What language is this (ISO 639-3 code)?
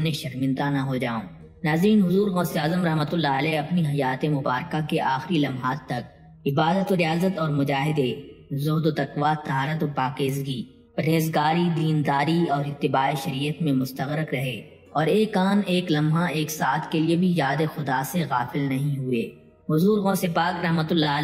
urd